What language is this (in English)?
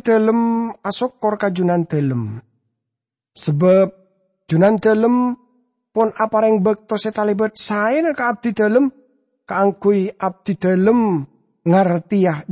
Madurese